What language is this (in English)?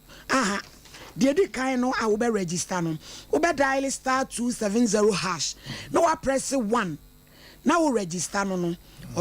Akan